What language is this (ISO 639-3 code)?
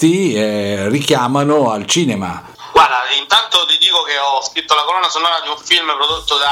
ita